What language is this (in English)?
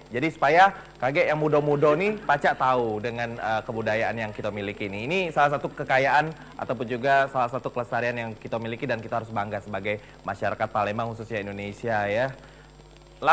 Musi